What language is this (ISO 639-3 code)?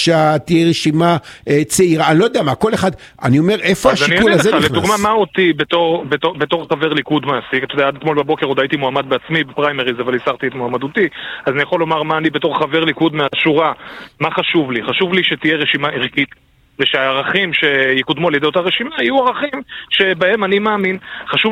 heb